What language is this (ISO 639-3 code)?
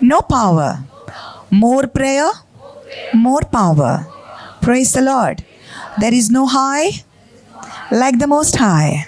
kok